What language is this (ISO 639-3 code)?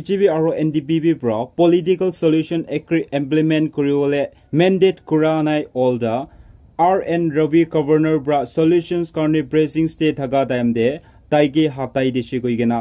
nag